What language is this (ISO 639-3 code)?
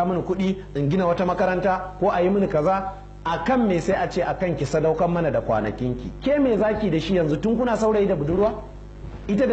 hau